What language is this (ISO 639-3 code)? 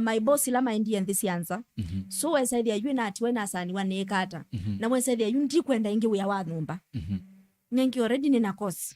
kam